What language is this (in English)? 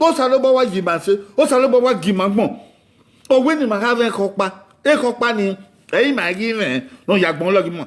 Bini